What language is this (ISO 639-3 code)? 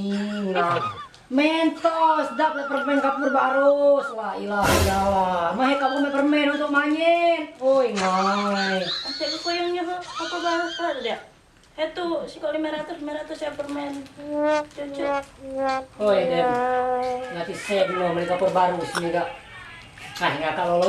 mui